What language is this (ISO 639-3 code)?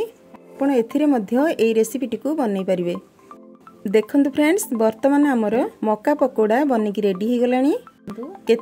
ori